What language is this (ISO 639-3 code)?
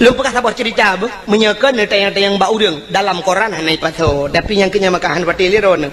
ace